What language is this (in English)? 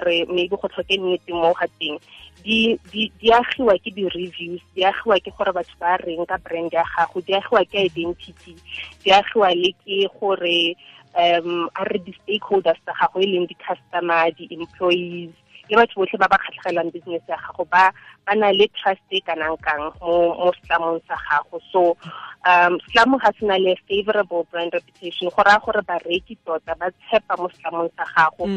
Tswana